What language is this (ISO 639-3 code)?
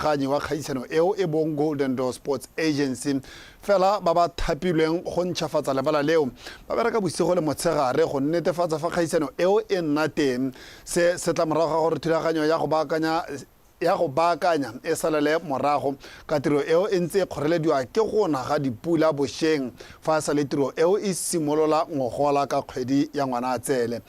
tsn